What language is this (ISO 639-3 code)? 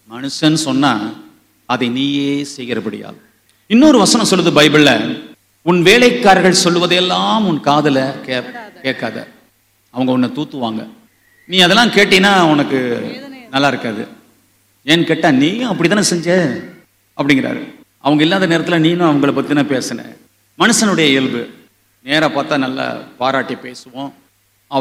tam